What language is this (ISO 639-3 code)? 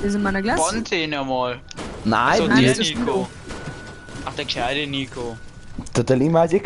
bar